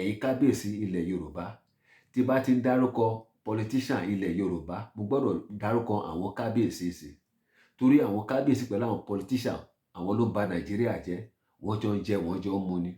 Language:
Yoruba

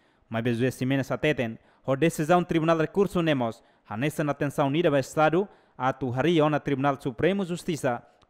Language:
Tetum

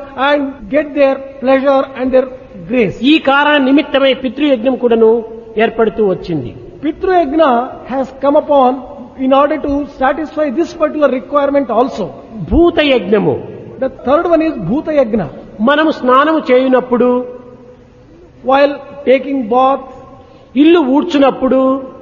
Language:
Telugu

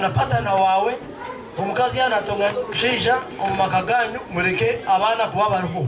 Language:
Nyankole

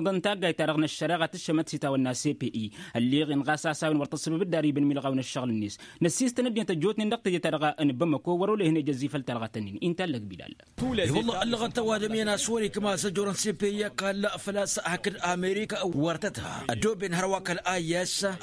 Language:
Tamasheq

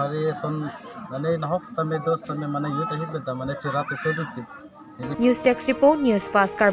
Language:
Karbi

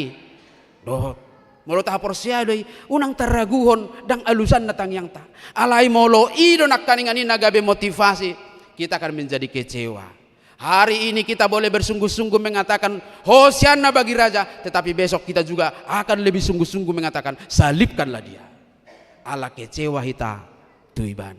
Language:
Batak Toba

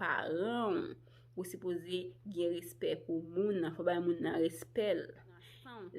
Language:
Haitian Creole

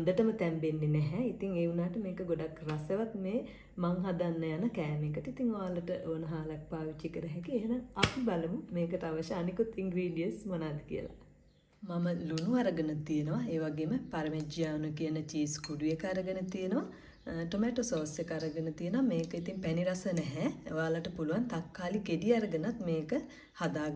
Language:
Sinhala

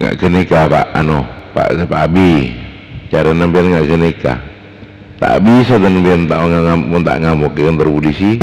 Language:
Madurese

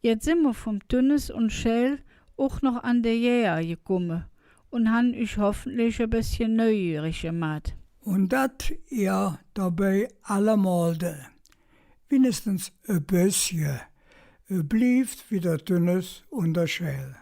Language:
Colognian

